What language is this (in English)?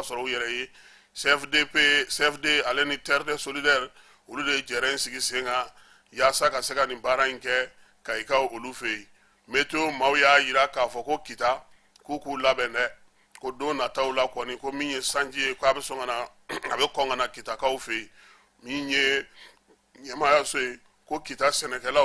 Bambara